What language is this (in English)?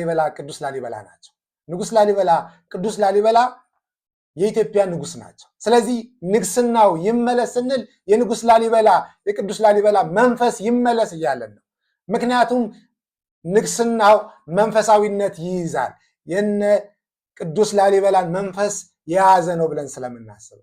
Amharic